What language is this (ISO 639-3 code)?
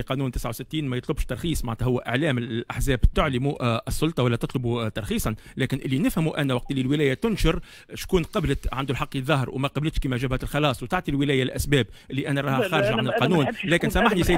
aeb